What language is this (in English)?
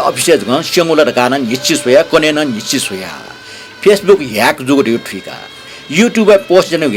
Newari